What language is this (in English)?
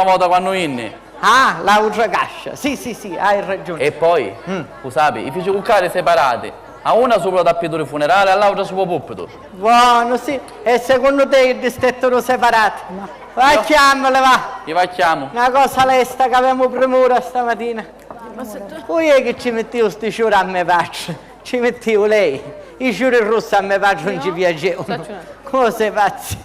Sicilian